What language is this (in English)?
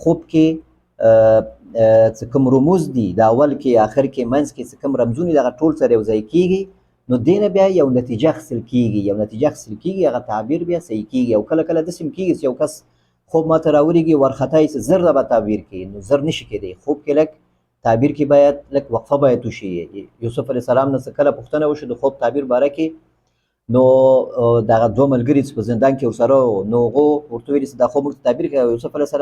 Pashto